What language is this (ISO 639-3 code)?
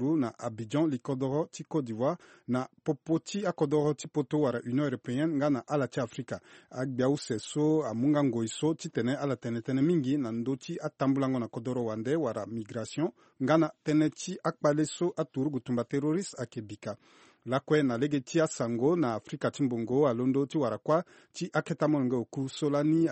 sag